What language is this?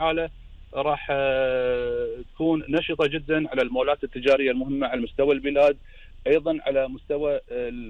Gulf Arabic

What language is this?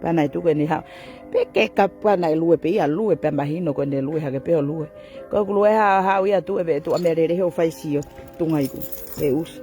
Tongan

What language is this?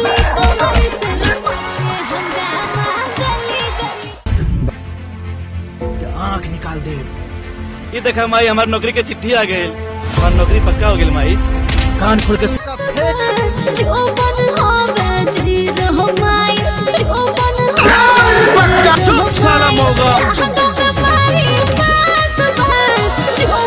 Bhojpuri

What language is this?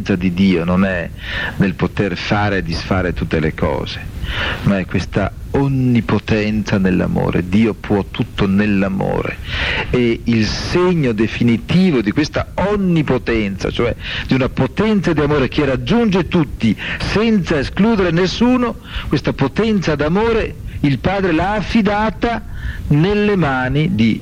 Italian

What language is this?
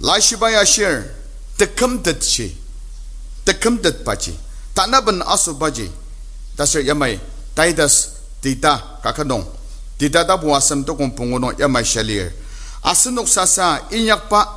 Ao Naga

